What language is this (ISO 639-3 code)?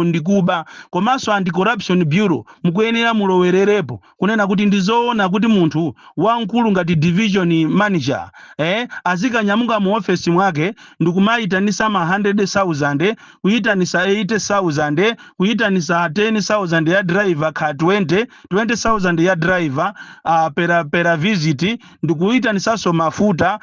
nya